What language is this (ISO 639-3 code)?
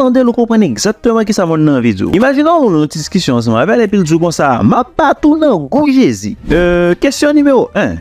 hat